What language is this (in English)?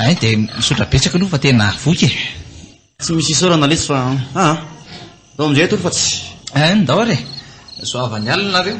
Malagasy